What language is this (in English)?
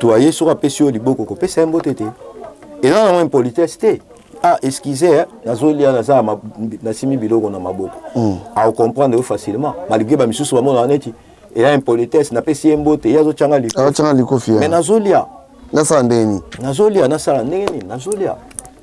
Lingala